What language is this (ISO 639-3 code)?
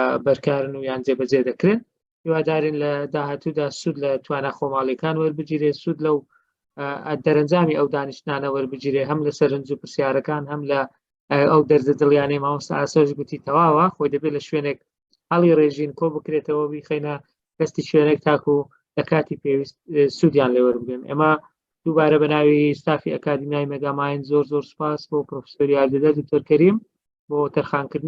ckb